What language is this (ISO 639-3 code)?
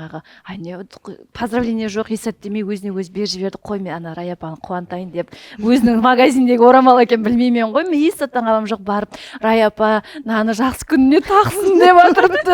kaa